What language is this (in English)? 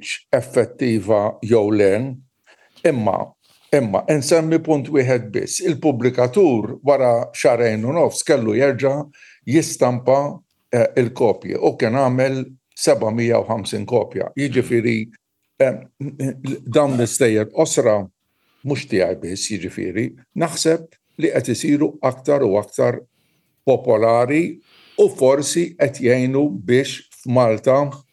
Maltese